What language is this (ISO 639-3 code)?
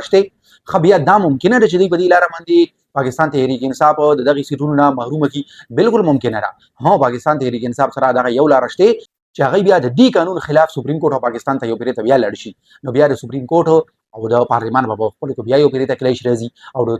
pus